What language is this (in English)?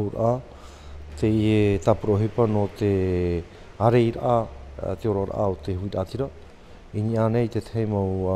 Tahitian